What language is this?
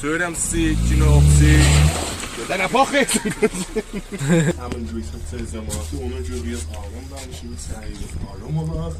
South Azerbaijani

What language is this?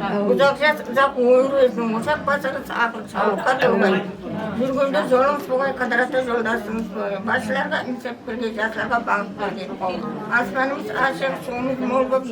Kara-Kalpak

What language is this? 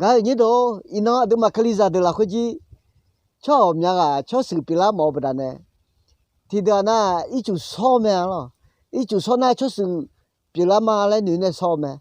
Akha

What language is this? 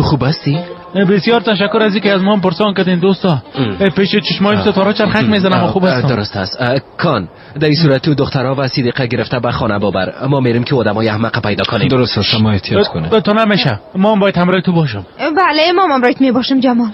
Persian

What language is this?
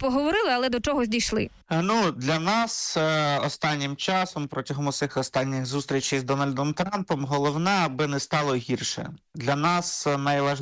Ukrainian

